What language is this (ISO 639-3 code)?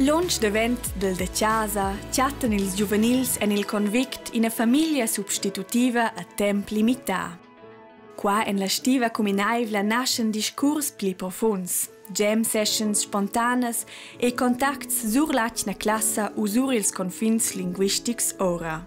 roh